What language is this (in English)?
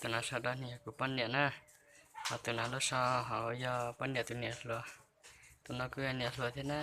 Hmong